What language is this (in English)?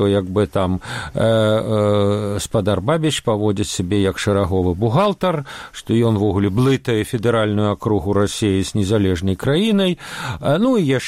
Belarusian